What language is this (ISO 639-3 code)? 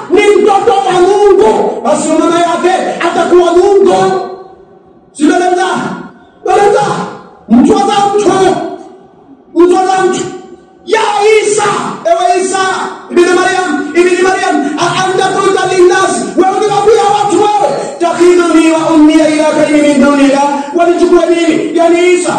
swa